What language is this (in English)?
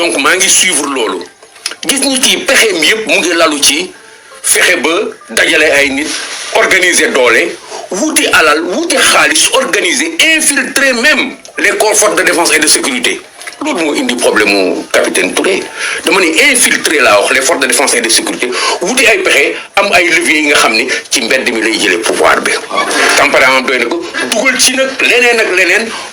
Wolof